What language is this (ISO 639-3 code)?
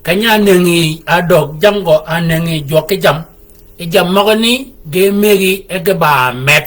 shk